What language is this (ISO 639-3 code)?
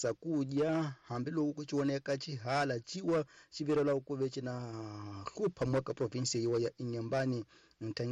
tso